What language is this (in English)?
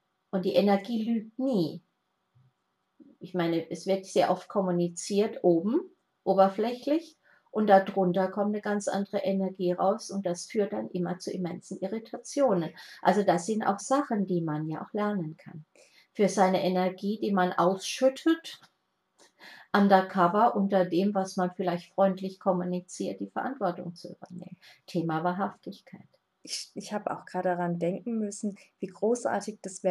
German